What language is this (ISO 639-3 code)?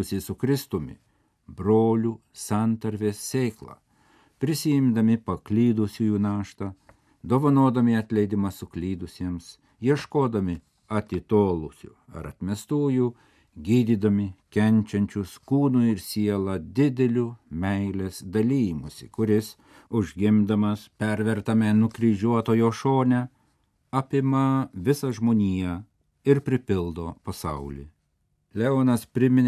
lit